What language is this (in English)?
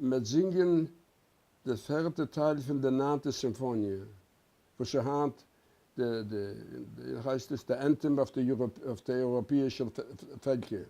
Yiddish